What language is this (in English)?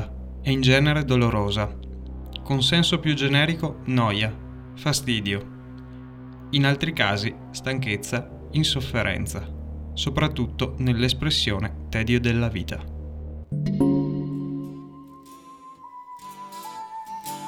Italian